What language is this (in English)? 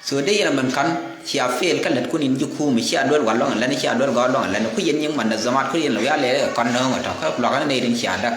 Nuer